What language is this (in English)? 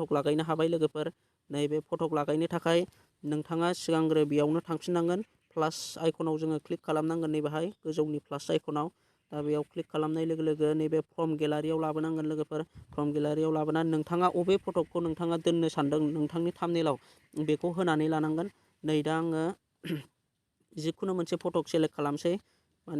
Bodo